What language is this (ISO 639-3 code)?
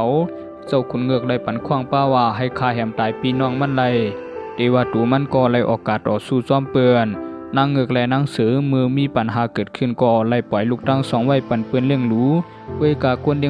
shn